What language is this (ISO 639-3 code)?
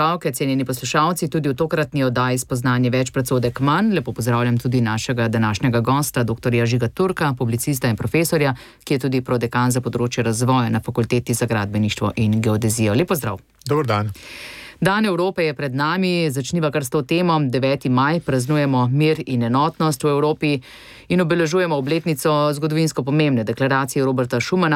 slv